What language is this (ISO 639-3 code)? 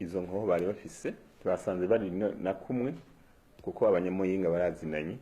run